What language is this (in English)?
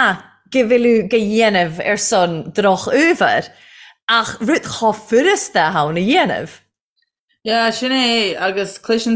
Irish